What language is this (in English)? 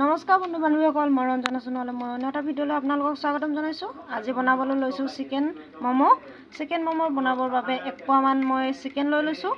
Assamese